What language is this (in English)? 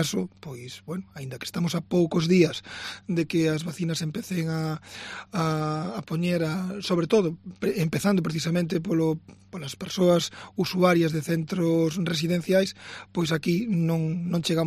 Galician